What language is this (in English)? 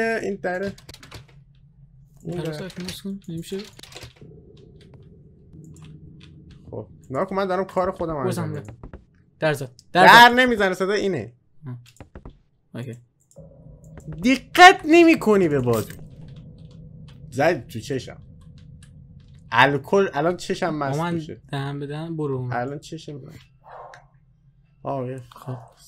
Persian